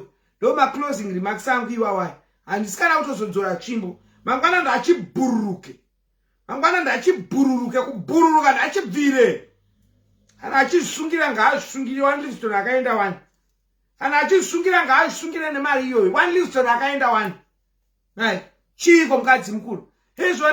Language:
Shona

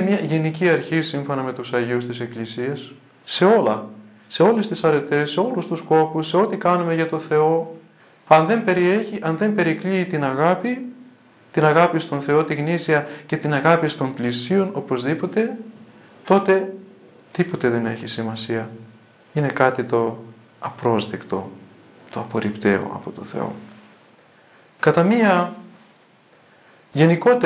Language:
Greek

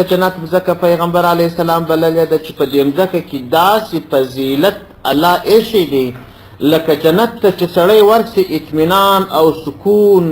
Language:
Pashto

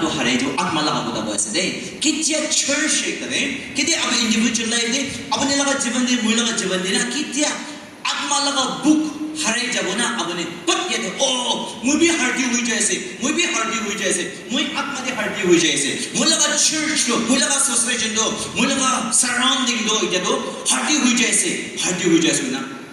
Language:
Naga Pidgin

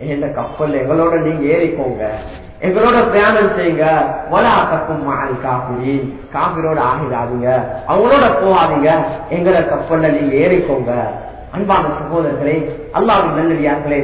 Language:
Tamil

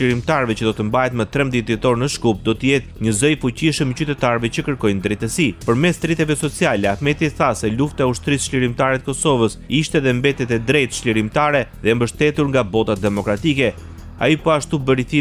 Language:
Albanian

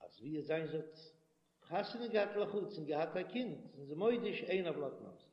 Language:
Yiddish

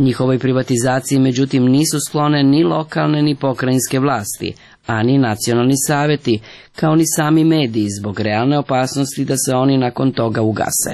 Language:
Serbian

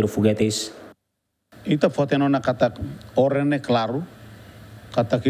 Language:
Tetum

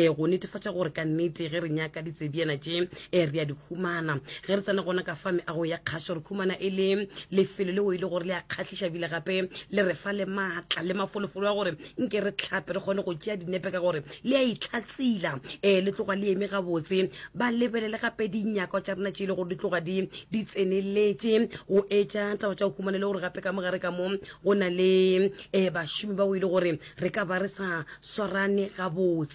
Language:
Northern Sotho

